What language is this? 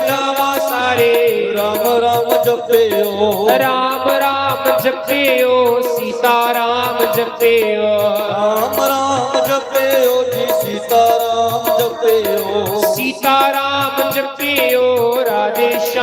Dogri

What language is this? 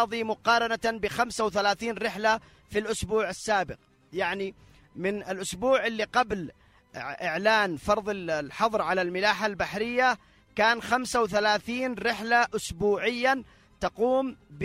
Arabic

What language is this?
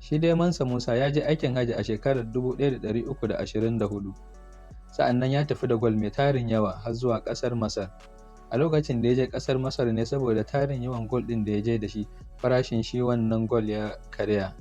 Hausa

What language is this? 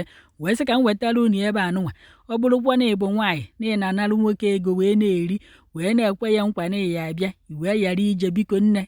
Igbo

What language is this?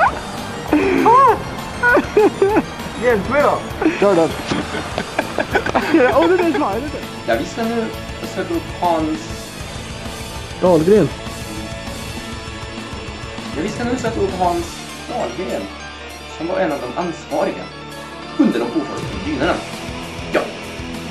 Swedish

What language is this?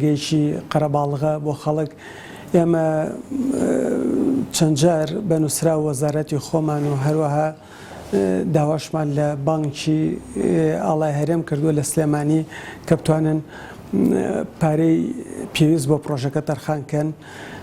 Central Kurdish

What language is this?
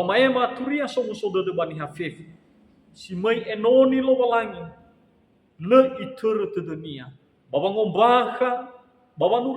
Nias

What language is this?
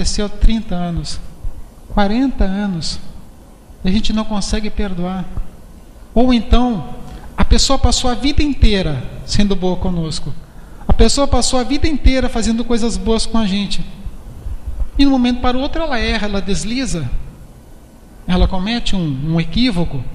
Portuguese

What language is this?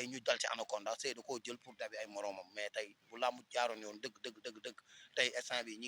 Wolof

